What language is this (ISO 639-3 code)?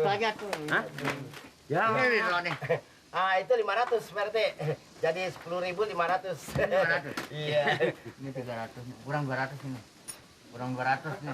bew